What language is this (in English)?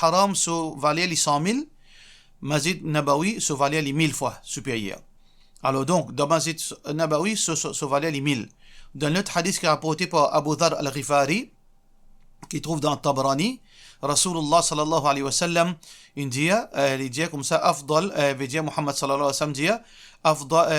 Morisyen